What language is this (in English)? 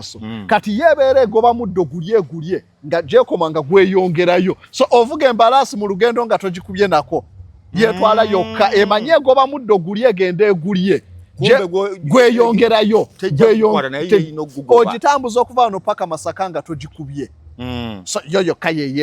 Ganda